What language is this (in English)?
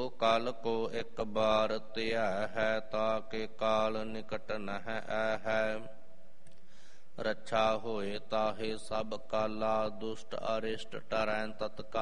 Punjabi